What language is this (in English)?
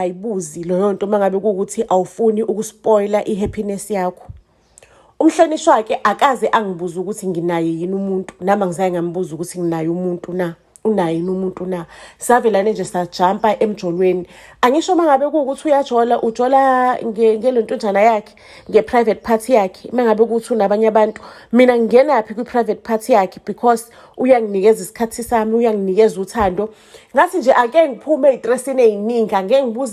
Zulu